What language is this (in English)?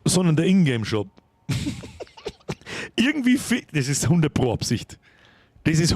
Bavarian